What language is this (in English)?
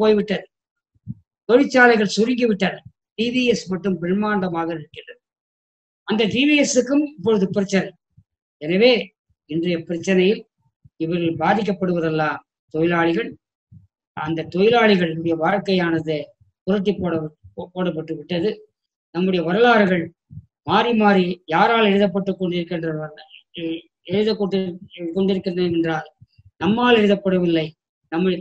Tamil